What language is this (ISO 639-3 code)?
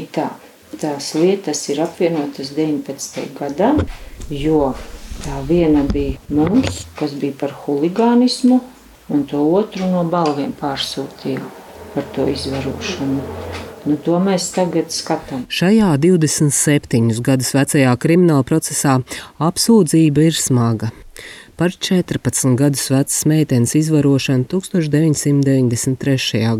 lav